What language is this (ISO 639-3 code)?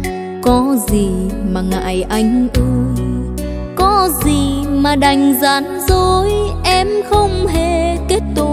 vie